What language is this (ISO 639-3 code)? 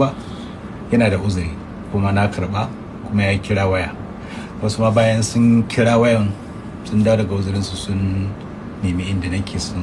hau